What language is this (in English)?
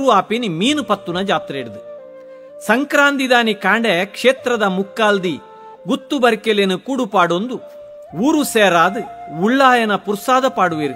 Tulu